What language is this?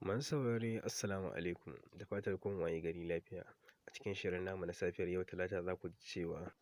Hausa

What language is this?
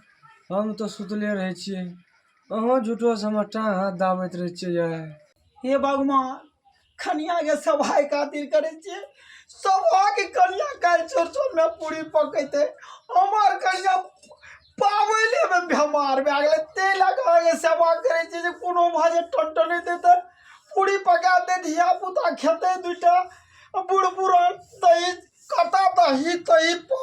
Maithili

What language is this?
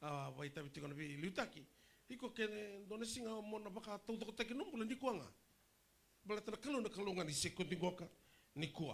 Fijian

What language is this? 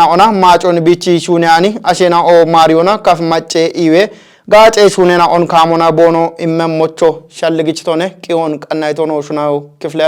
Kafa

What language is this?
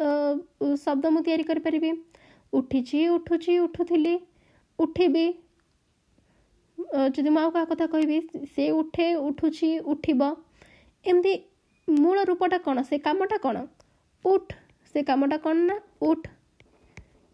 Odia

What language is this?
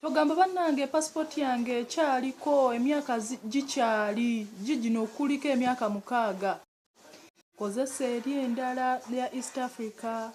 Ganda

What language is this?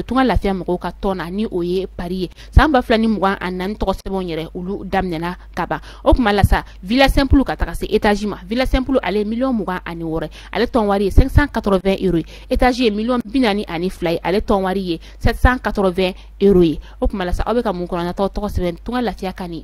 Bambara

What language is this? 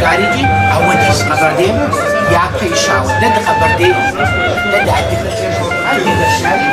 Kabardian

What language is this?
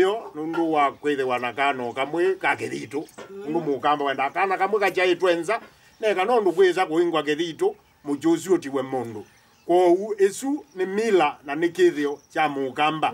Kamba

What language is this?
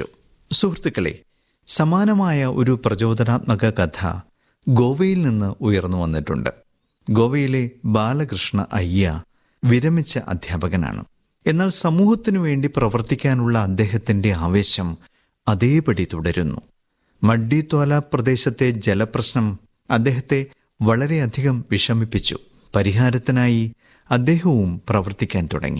Malayalam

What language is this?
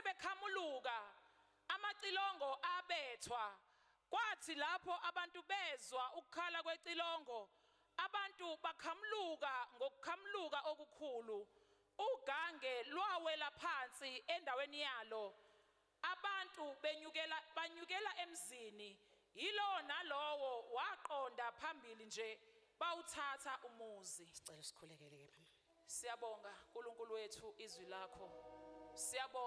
Zulu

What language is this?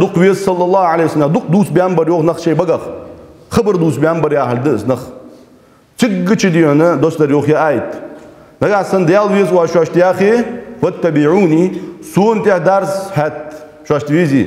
Ingush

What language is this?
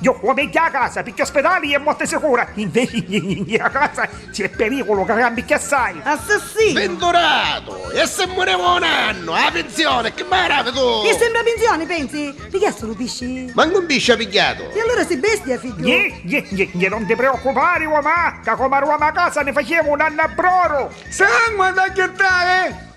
Neapolitan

